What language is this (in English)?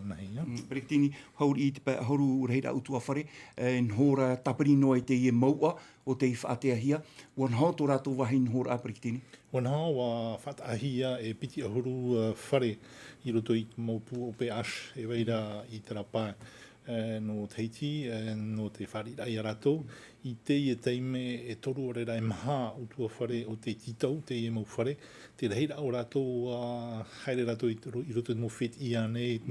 Tahitian